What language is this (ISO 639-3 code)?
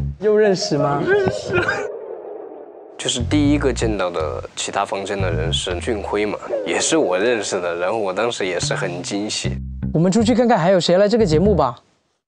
zho